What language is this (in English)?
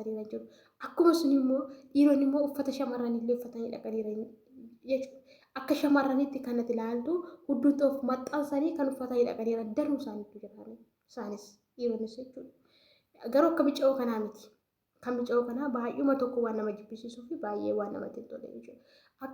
Oromo